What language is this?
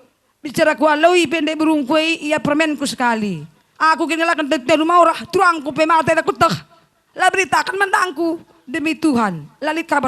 Batak Karo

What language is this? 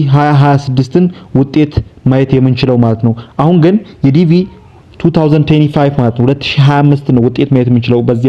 Amharic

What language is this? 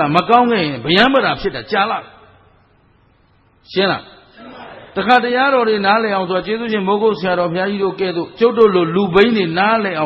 Burmese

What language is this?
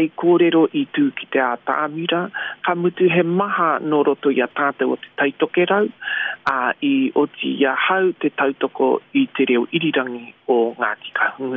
Māori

